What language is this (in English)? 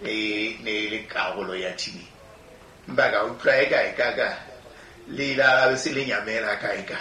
Southern Sotho